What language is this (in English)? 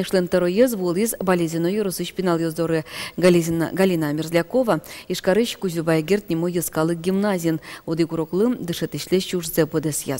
Udmurt